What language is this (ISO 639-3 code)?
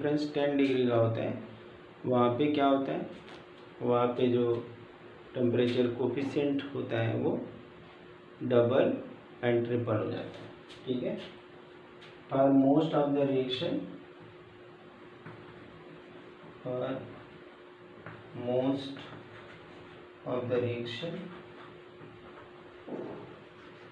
hin